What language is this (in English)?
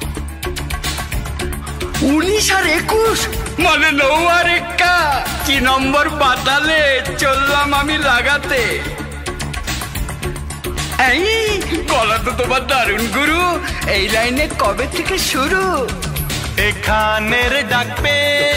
Bangla